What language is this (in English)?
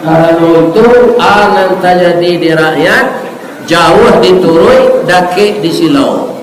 Minangkabau